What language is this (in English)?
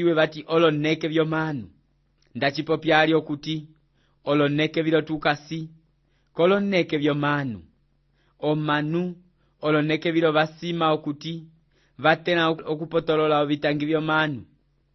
Umbundu